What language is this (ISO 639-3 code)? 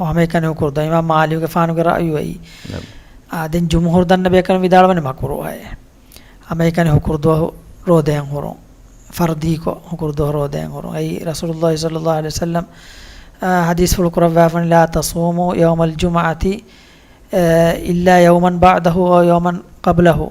div